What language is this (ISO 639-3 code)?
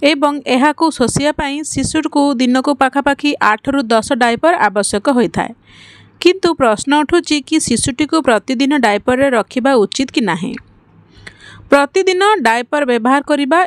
ori